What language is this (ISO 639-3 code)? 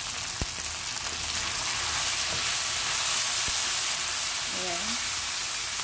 fil